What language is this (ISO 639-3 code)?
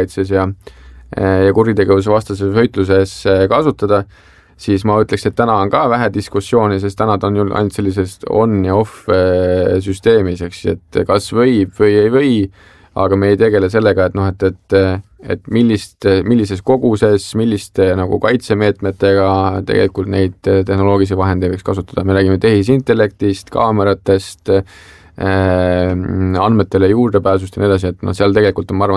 est